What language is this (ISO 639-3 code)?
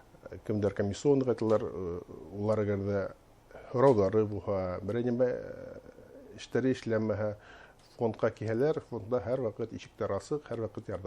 bak